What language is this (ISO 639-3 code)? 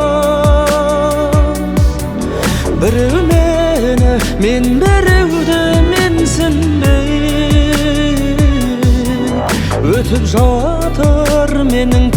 kaz